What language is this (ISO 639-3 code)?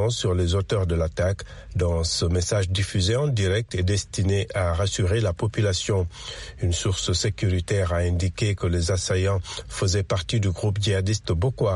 fra